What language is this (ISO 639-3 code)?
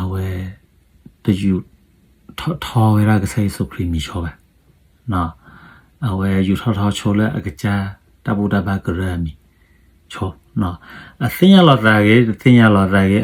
ksw